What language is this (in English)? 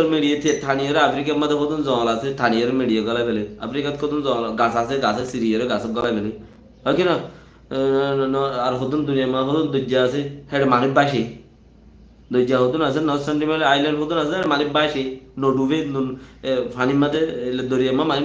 Rohingya